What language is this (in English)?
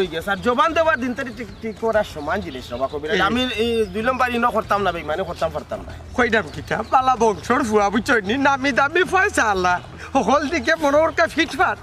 Sylheti